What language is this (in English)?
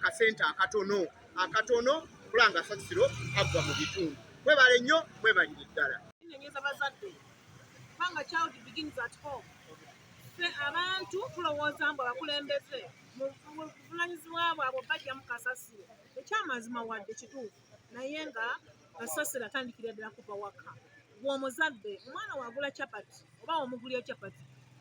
Ganda